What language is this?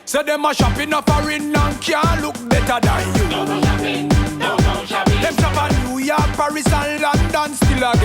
Jamaican Creole English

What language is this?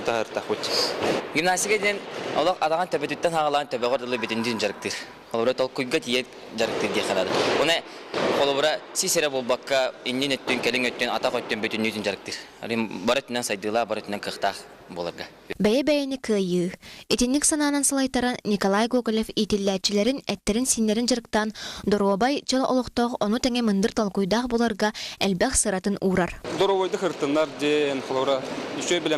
Yakut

